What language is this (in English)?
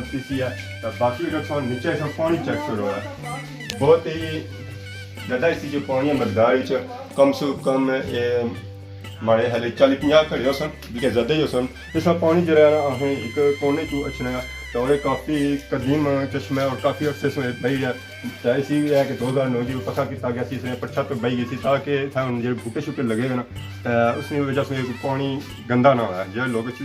Pahari-Potwari